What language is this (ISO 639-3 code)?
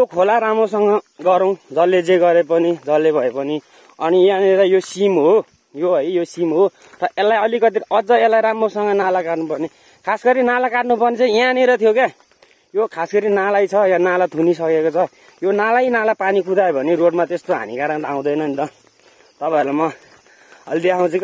nep